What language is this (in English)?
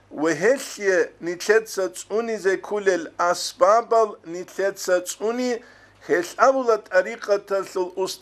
Avaric